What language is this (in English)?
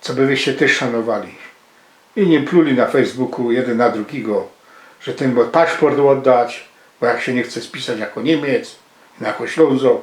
Silesian